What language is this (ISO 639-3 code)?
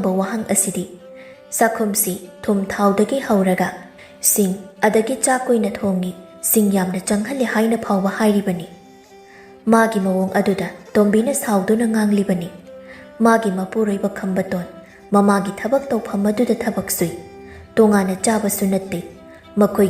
mni